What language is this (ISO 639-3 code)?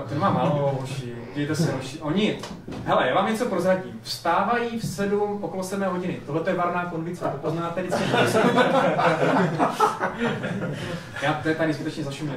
ces